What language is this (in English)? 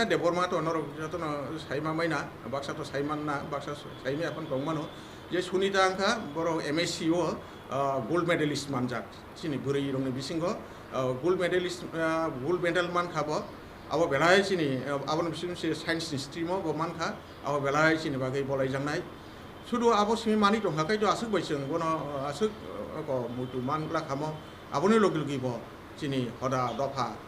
Kok Borok